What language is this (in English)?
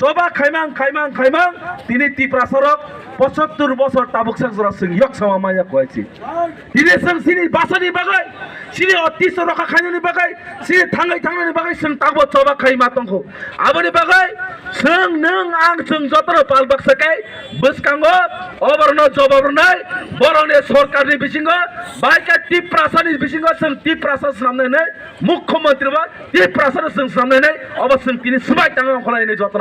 Kok Borok